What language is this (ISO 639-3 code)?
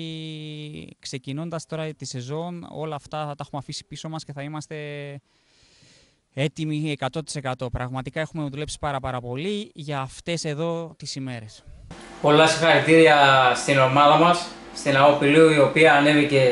ell